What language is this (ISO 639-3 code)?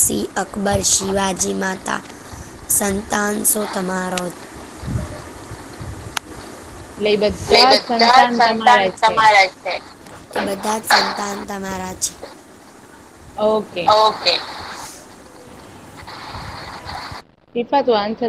guj